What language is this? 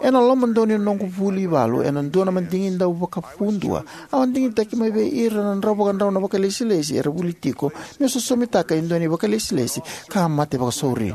Fijian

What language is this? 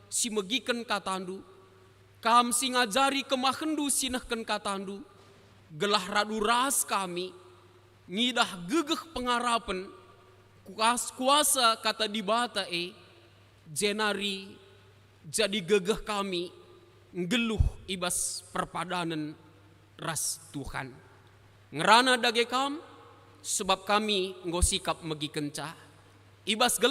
Batak Karo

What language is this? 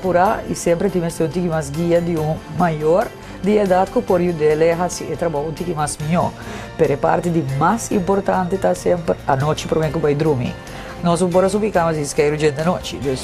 Papiamento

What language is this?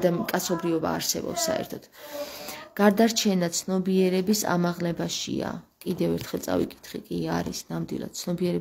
Georgian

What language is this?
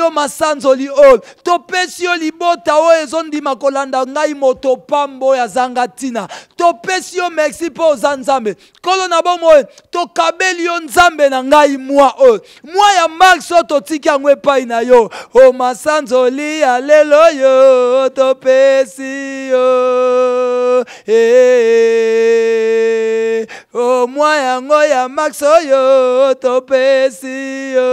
Lingala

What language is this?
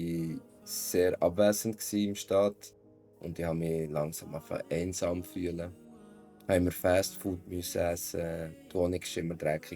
Swiss German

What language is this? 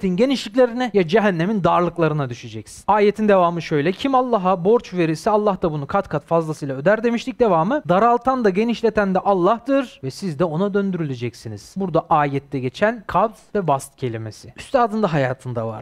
Turkish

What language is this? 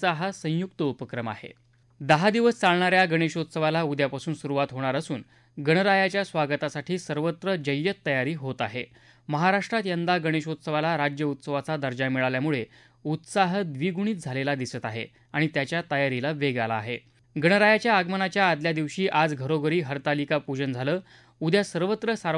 Marathi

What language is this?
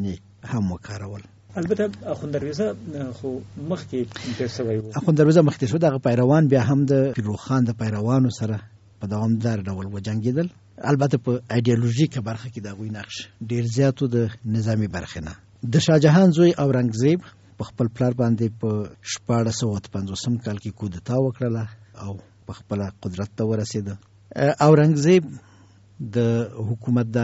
Pashto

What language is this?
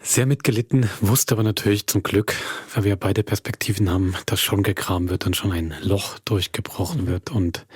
Swiss German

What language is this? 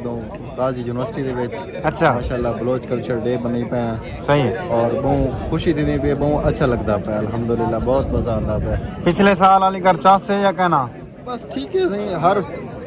Saraiki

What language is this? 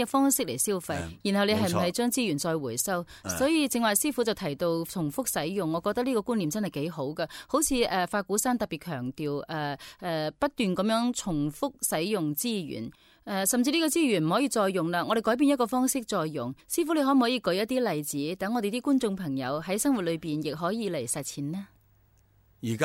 Cantonese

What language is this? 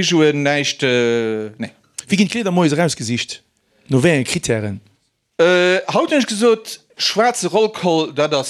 Luxembourgish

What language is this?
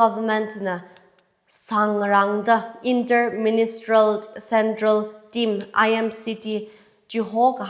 Tangkhul Naga (India)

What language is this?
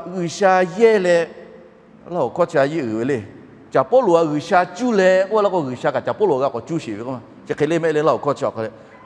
Lahu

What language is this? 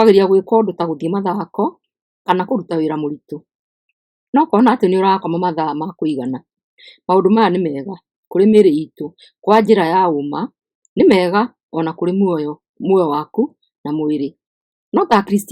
Kikuyu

